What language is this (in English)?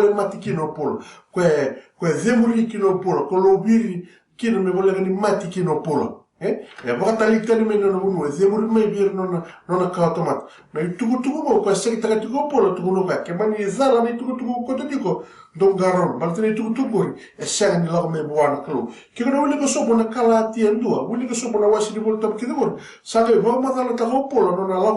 Fijian